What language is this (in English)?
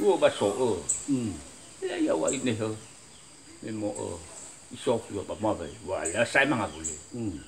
Nias